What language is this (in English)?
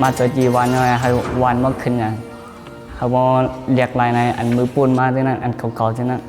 Shan